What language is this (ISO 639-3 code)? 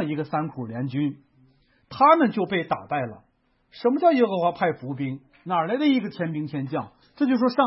zho